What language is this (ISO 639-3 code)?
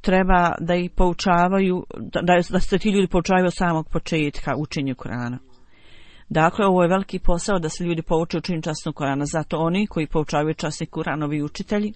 bos